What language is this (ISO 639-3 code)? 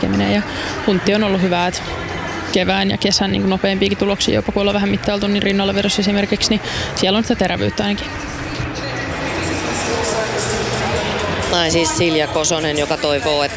fin